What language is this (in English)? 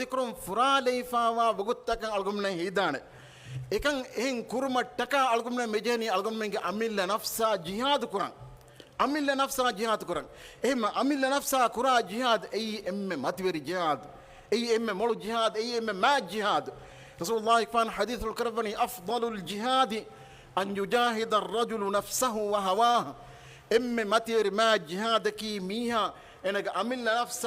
Divehi